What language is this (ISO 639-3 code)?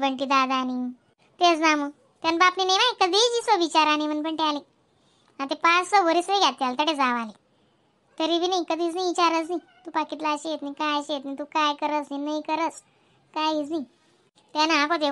khn